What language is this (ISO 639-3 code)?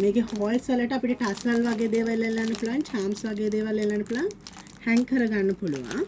sin